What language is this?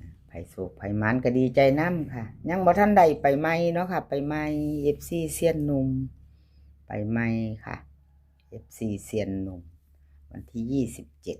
Northeastern Thai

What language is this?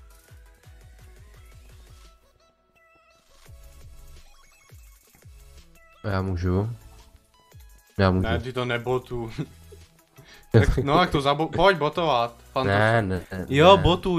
Czech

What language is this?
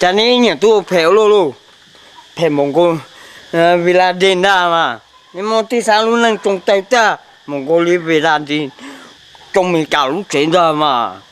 Hmong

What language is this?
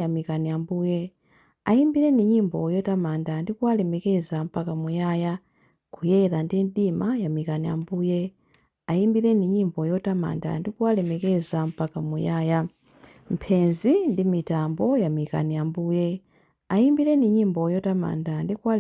Nyanja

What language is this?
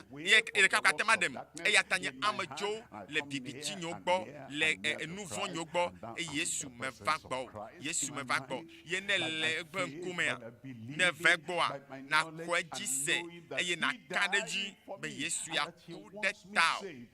Ewe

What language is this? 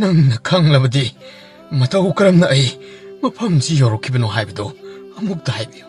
Manipuri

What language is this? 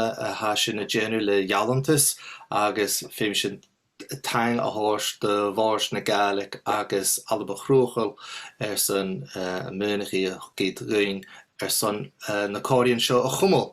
Scottish Gaelic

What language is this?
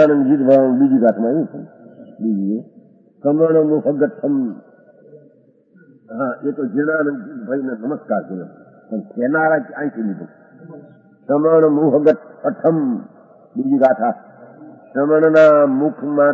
Gujarati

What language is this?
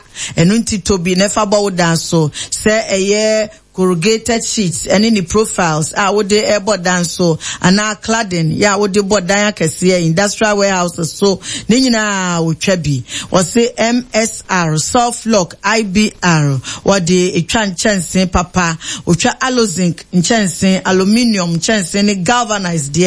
Akan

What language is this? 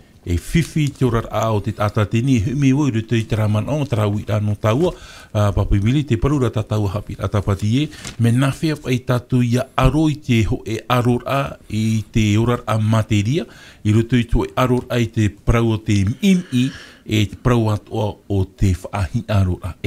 Tahitian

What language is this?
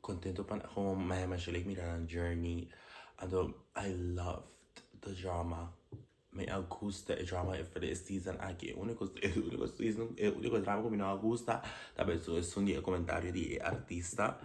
Papiamento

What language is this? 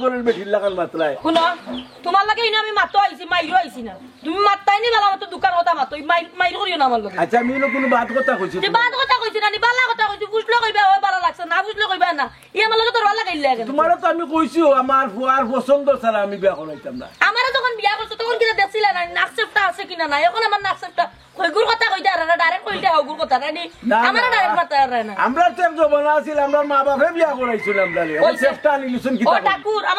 Sylheti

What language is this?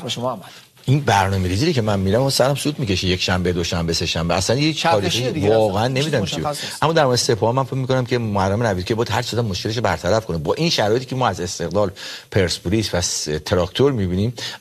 Persian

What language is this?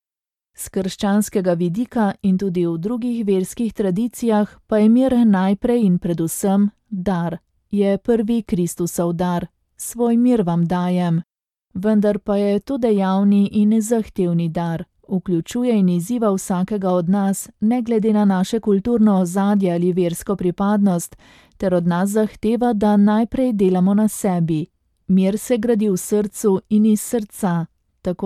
Slovenian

